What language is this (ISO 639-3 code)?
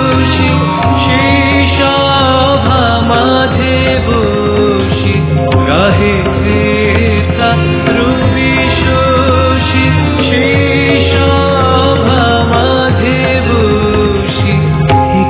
ben